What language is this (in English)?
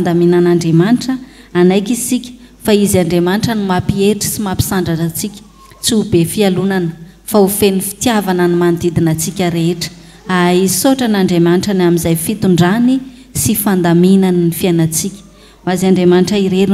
Malagasy